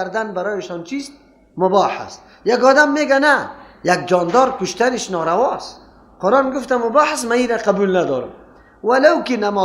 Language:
Persian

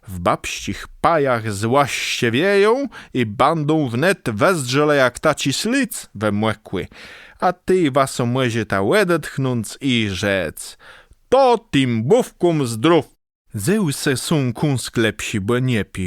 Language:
Kashubian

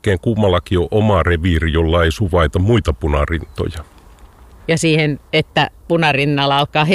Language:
Finnish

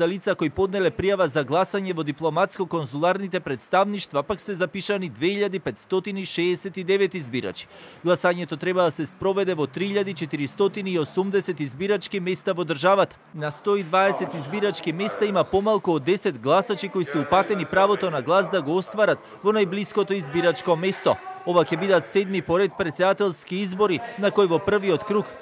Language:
Macedonian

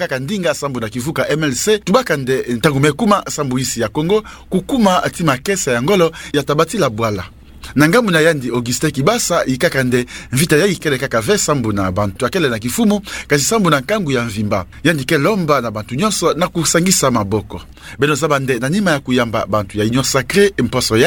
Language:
Kituba (Democratic Republic of Congo)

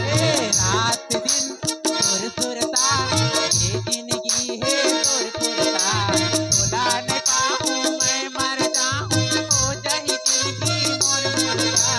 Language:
Chhattisgarhi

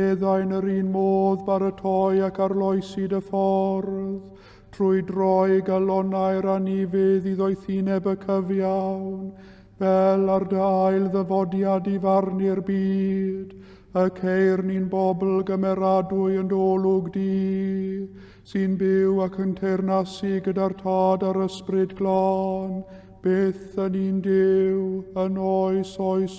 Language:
Welsh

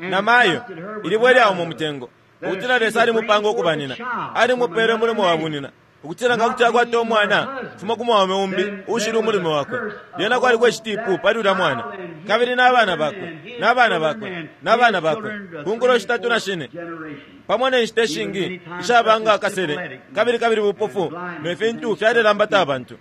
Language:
Bemba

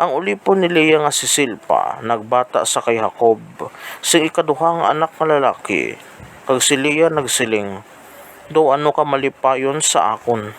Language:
Hiligaynon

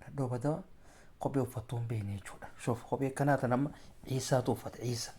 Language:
Oromo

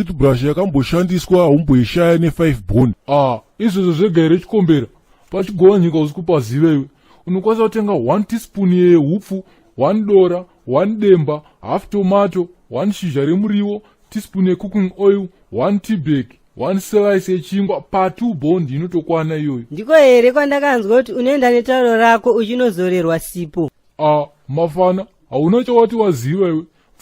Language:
Shona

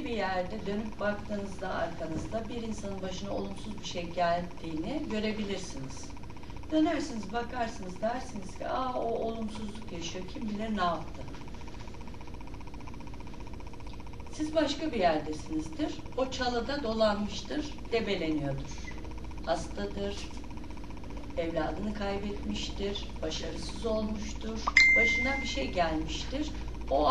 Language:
Turkish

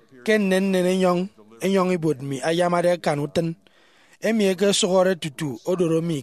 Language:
Efik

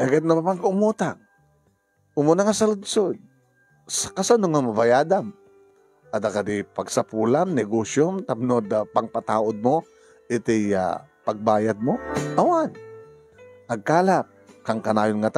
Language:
Iloko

